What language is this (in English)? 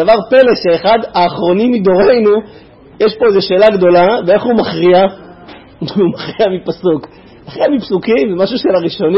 Hebrew